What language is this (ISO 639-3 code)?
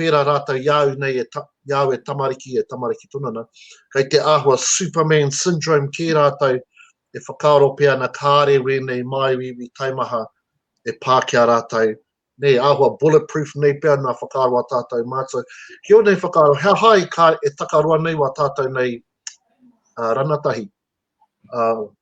mri